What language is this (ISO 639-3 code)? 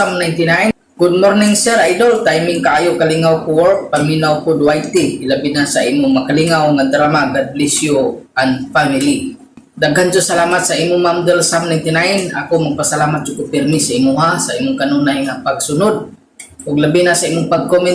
ceb